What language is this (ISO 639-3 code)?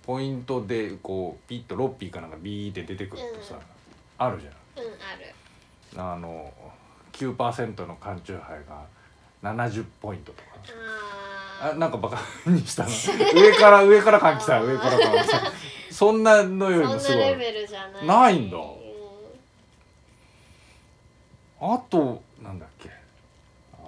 jpn